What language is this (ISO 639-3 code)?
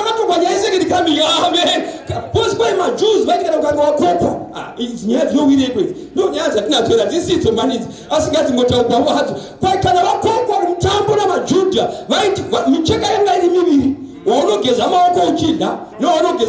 sna